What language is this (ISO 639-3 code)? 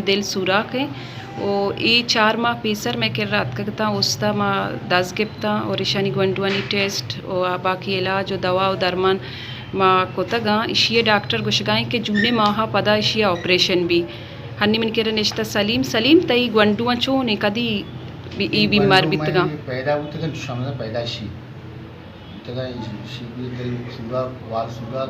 bal